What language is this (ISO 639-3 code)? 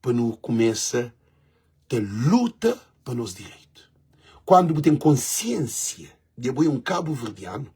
kea